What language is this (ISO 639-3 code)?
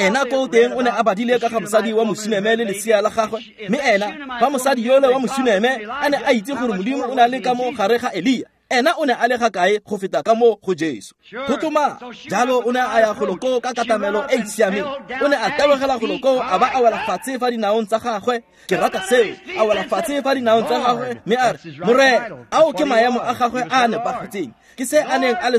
tsn